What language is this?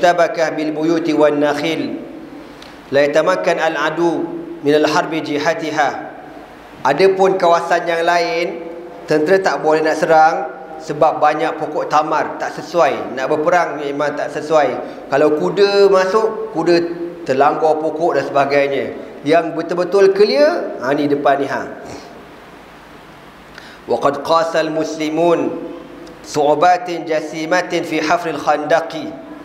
Malay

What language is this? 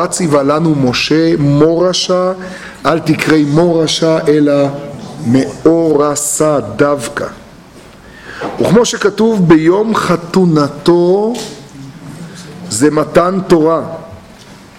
Hebrew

